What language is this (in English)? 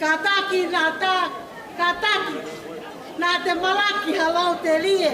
Tongan